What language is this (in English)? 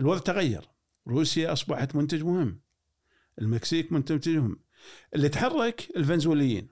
Gulf Arabic